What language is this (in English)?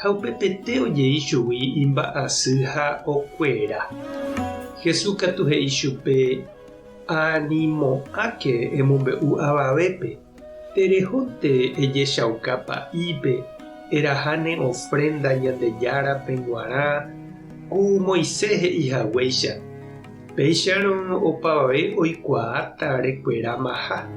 Guarani